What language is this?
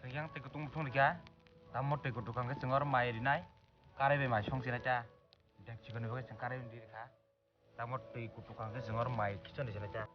Kok Borok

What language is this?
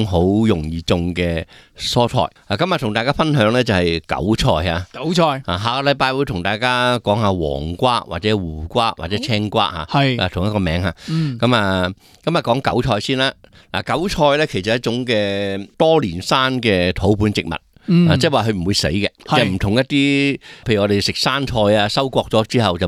Cantonese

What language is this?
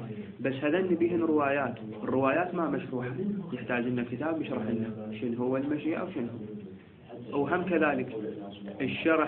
Mesopotamian Arabic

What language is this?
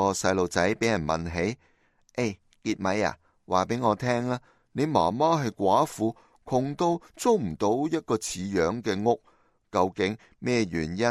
Cantonese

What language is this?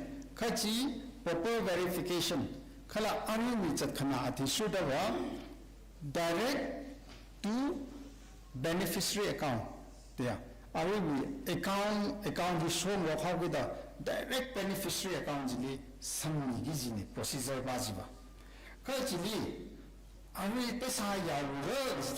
Tangkhul Naga (India)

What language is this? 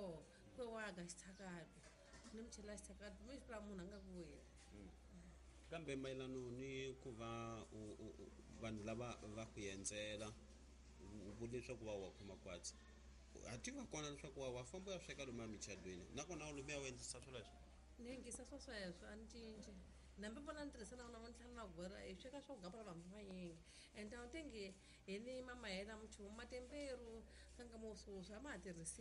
Tsonga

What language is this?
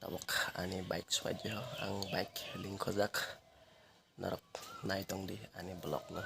Kok Borok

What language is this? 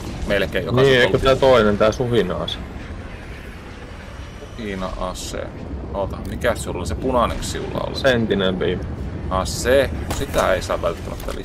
Finnish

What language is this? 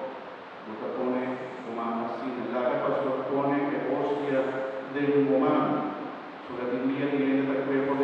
Papiamento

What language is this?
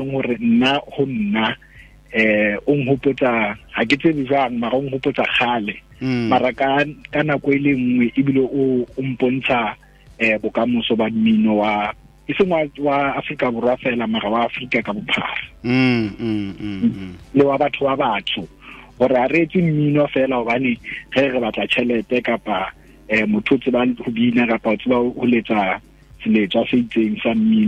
Tswana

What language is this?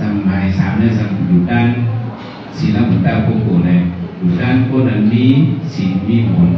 Shan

